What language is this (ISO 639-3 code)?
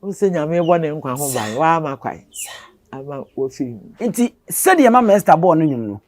aka